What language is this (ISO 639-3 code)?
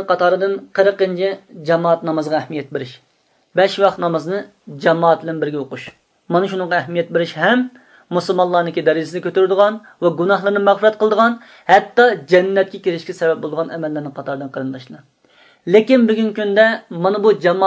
uig